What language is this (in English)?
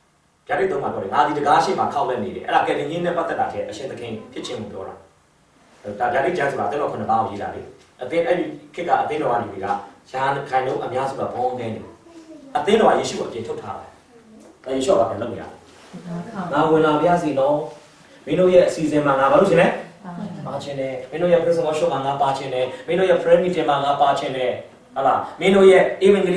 Burmese